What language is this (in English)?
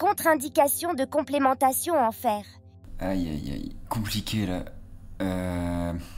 French